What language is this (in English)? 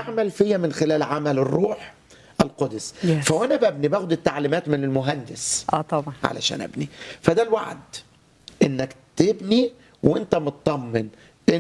Egyptian Arabic